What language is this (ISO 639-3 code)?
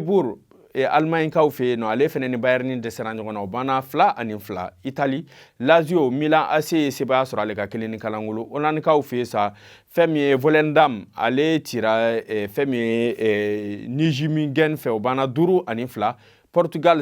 bam